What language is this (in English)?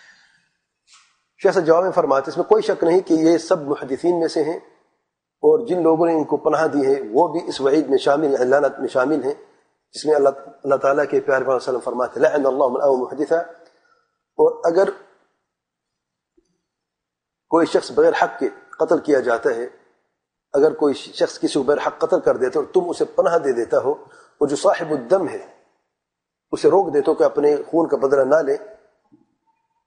Urdu